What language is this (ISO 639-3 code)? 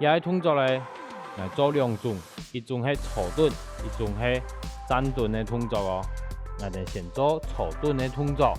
hak